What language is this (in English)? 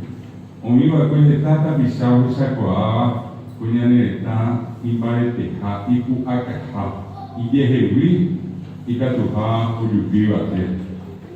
Guarani